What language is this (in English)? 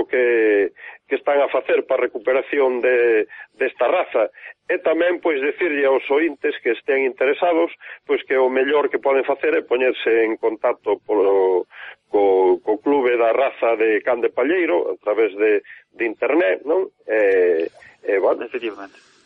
Galician